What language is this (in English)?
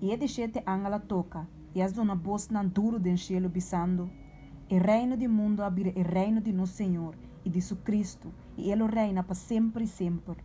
Papiamento